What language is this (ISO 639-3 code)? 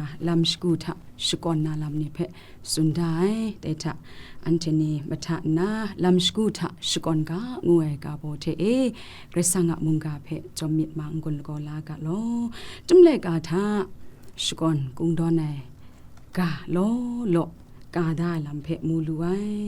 kac